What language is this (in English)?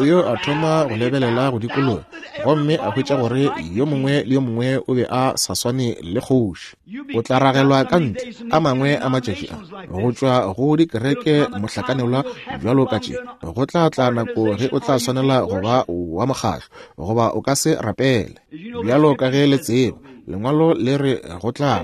Northern Sotho